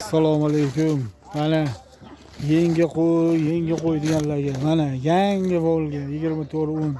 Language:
Uzbek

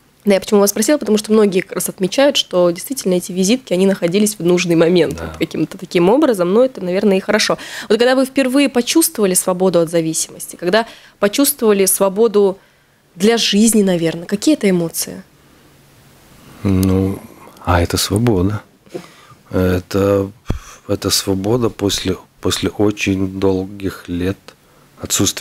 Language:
Russian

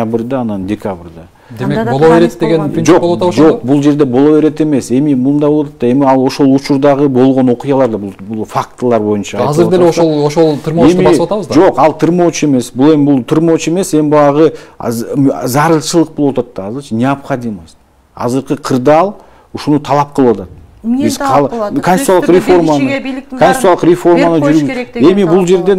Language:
Kyrgyz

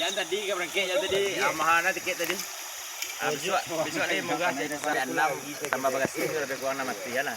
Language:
Minangkabau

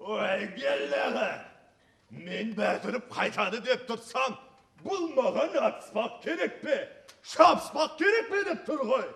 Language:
Kara-Kalpak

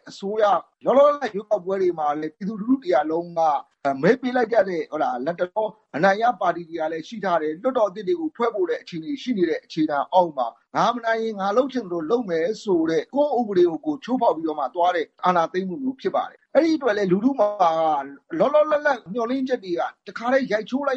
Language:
Burmese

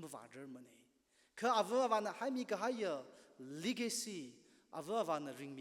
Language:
Tangkhul Naga (India)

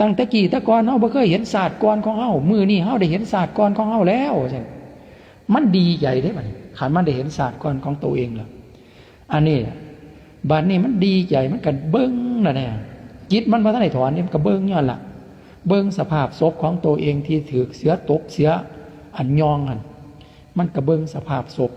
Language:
Lao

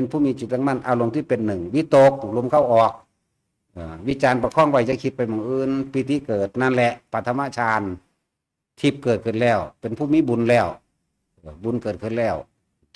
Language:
Northeastern Thai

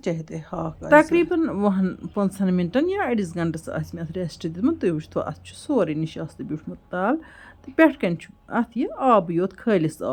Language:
Kashmiri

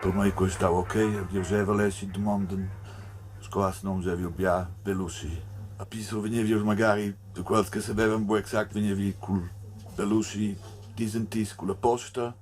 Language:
Romansh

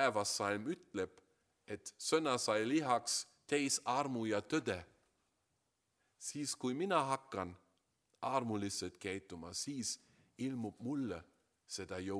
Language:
Estonian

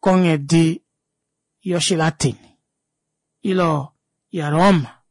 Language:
Kuanyama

